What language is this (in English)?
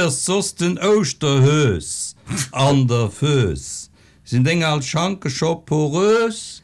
Luxembourgish